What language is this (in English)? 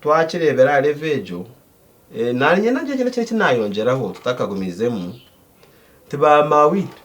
Nyankole